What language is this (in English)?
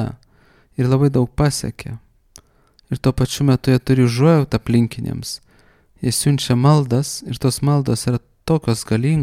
Lithuanian